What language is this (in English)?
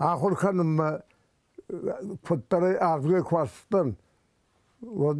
Ossetic